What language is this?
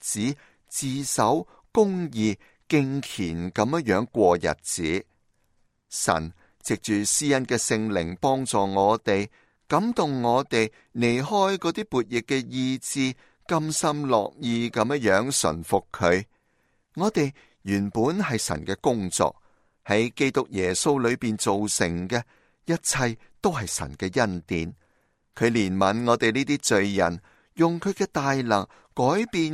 Cantonese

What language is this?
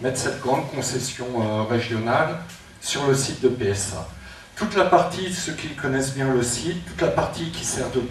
French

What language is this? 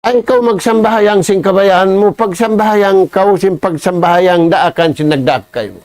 Tausug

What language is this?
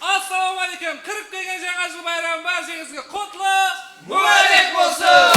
Kara-Kalpak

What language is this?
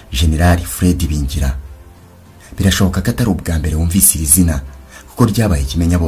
Kinyarwanda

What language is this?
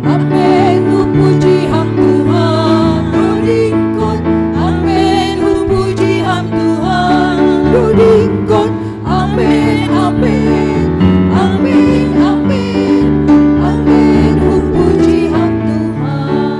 Batak Simalungun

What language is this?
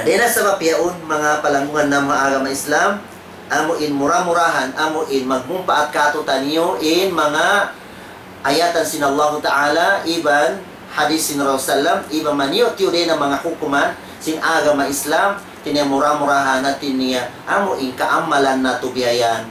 Tausug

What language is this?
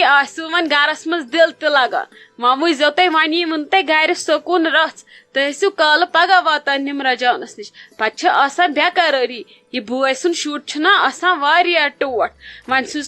Kashmiri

